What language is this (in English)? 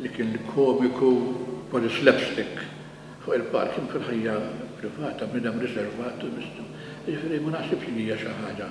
Maltese